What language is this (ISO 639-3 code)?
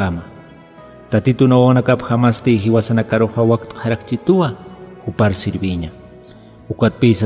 aym